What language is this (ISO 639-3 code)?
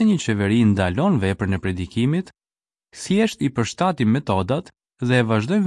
sqi